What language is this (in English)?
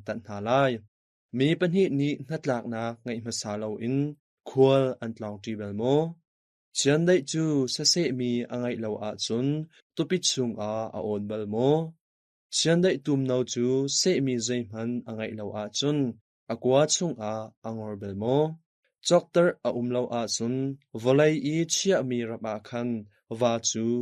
Hakha Chin